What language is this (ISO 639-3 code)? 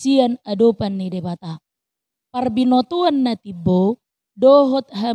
bbc